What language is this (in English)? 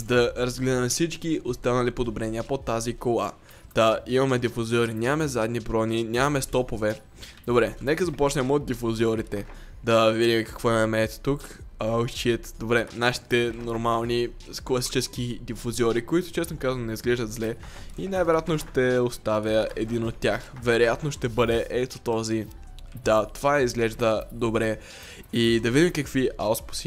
Bulgarian